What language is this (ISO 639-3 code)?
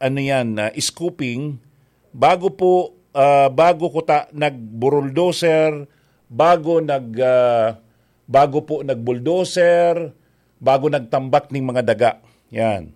bik